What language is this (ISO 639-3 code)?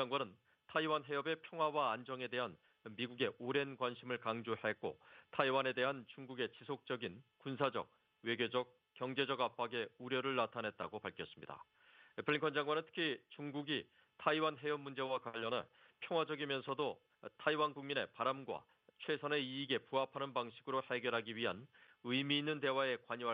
kor